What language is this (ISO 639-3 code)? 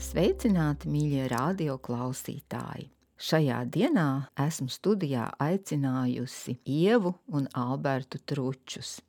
lav